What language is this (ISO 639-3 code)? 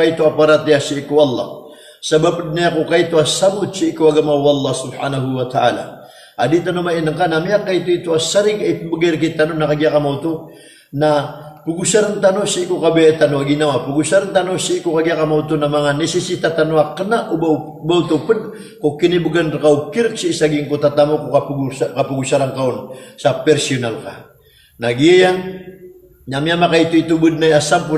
mrw